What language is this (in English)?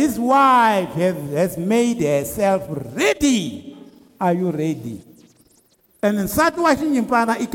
Tsonga